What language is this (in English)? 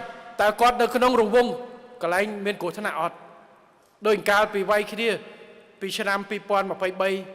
Khmer